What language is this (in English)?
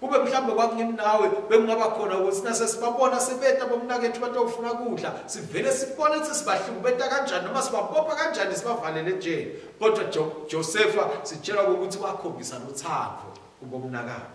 Swati